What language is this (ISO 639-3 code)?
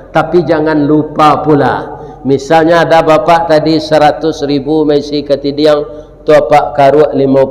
min